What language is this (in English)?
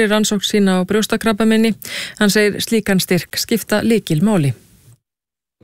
Icelandic